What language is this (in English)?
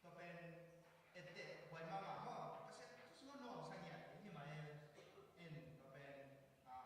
Tedim Chin